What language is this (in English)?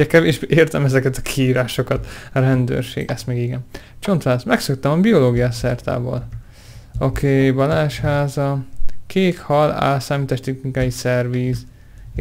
Hungarian